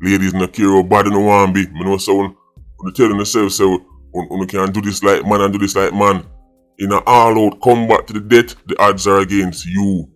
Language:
Jamaican Creole English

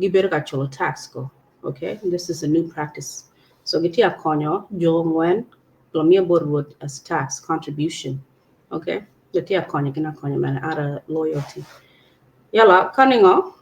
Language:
Acoli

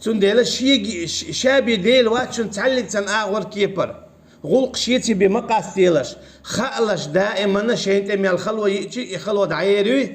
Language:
Chechen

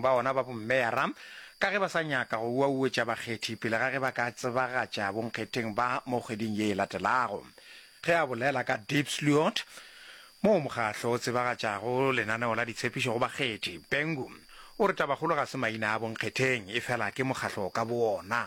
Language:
Northern Sotho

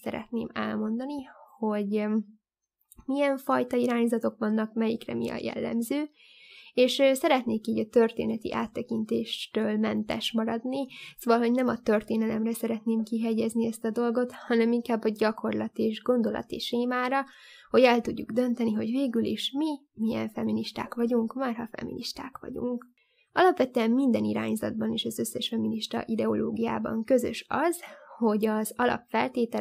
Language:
Hungarian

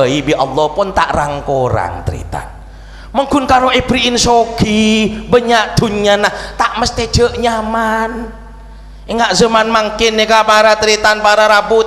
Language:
Madurese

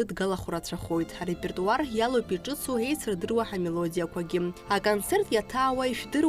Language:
Abkhazian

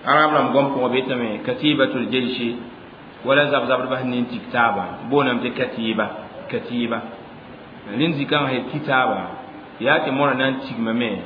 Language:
Mossi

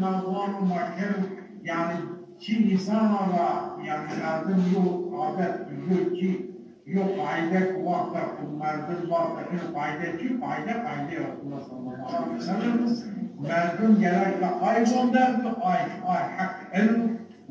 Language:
Zaza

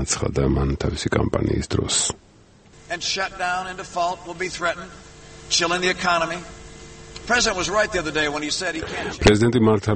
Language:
Georgian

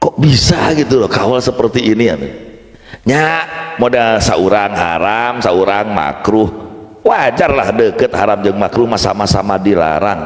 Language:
Sundanese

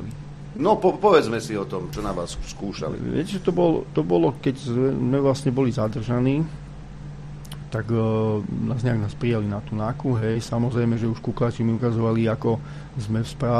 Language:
Slovak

